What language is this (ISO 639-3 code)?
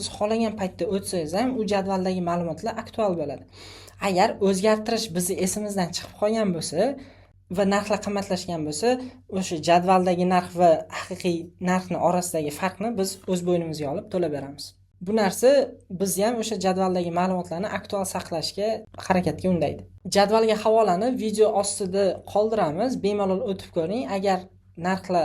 uzb